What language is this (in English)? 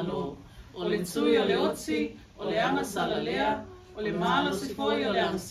Samoan